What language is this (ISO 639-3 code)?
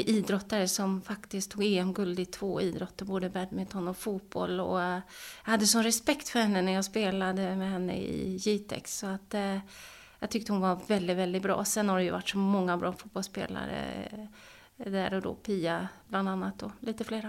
swe